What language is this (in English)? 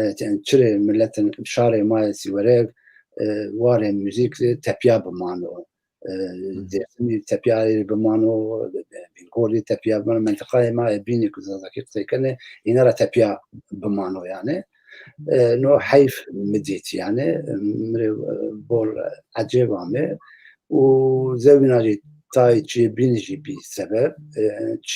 Zaza